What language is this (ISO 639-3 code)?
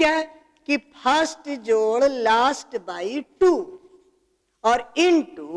hin